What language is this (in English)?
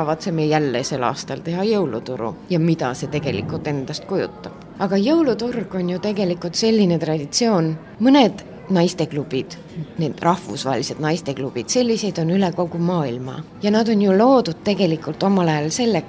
Estonian